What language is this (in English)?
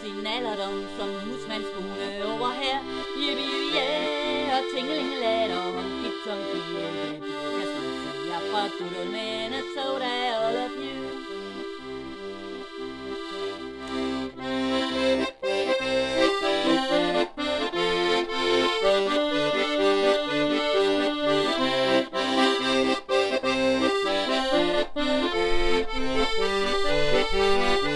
Danish